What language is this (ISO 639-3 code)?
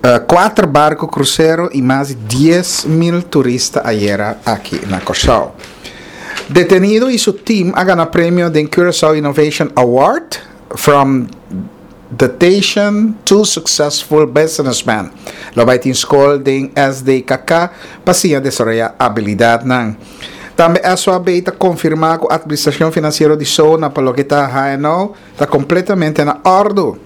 pap